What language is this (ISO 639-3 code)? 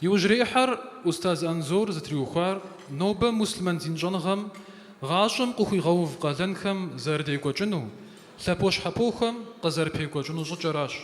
kbd